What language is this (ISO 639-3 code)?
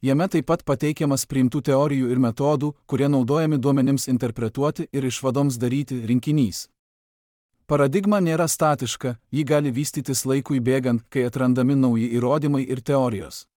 lit